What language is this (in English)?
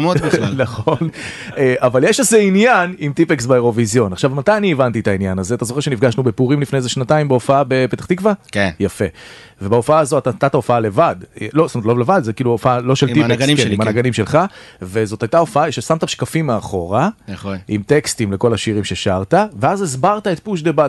Hebrew